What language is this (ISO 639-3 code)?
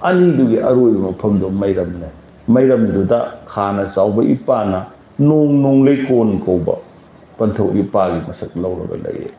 mni